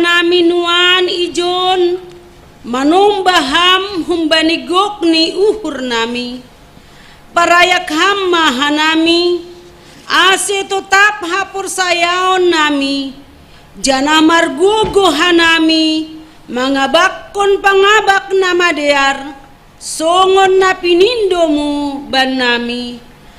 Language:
Batak Simalungun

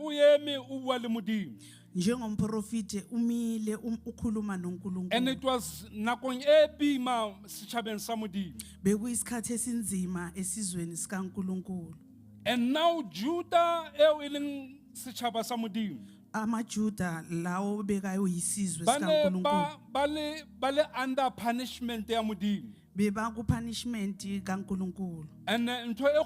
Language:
Southern Sotho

